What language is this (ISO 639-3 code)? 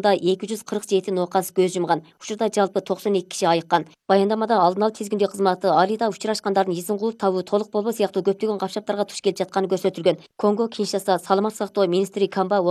kir